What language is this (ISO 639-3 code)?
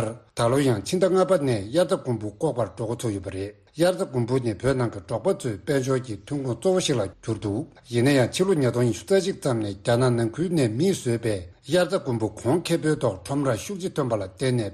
bod